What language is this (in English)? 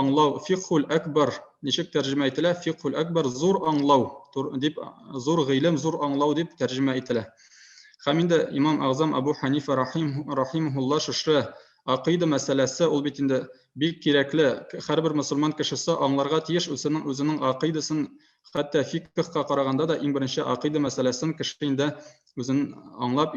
Tatar